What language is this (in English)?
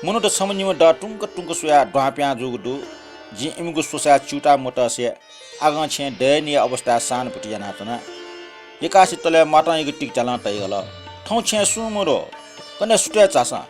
Newari